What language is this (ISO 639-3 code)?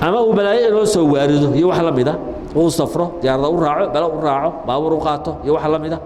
som